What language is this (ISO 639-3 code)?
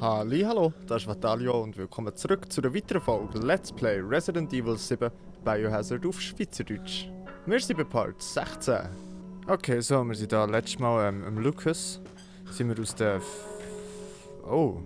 gsw